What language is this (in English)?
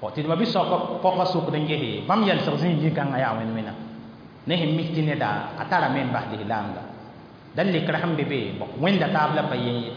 Mossi